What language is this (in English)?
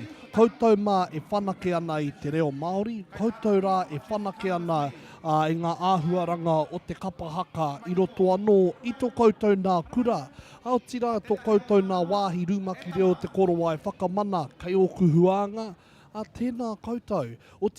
Māori